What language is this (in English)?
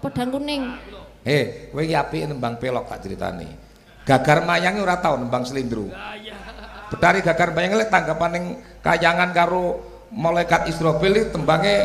Javanese